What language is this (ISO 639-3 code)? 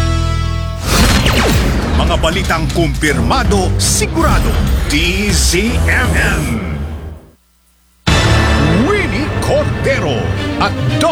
fil